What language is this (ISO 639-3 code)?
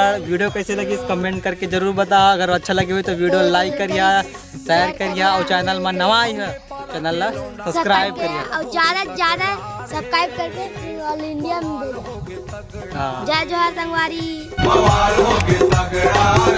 hne